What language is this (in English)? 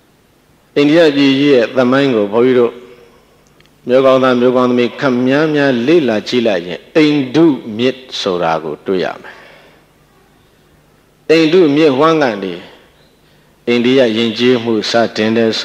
Burmese